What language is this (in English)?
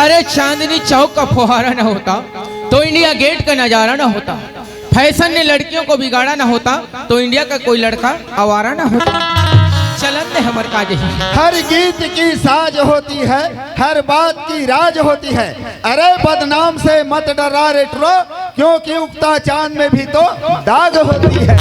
Chhattisgarhi